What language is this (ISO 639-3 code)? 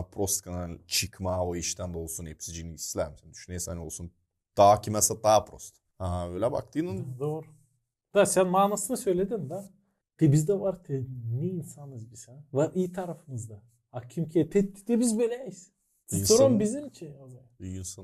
gag